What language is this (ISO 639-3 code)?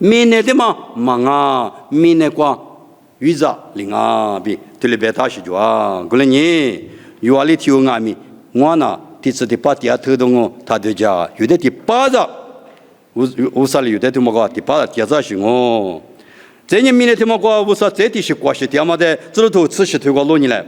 lis